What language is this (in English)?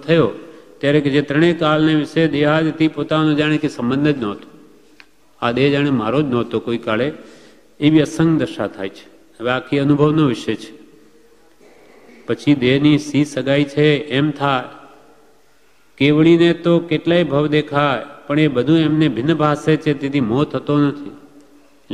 Gujarati